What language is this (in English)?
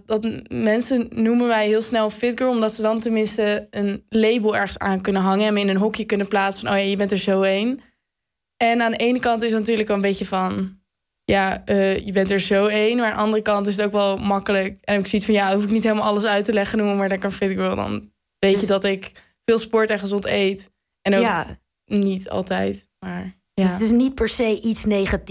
Dutch